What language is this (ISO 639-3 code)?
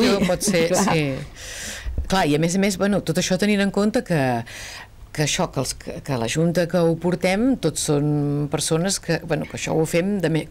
cat